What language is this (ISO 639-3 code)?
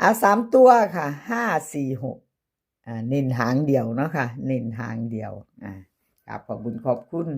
tts